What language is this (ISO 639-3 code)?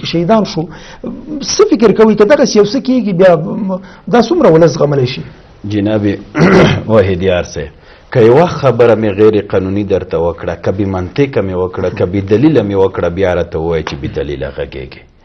pus